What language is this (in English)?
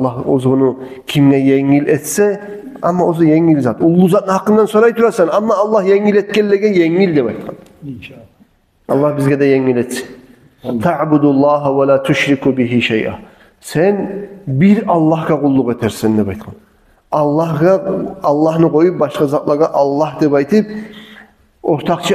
Kumyk